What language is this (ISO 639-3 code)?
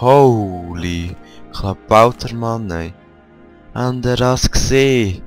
gsw